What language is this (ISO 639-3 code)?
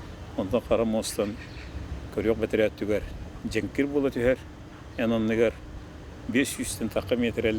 sah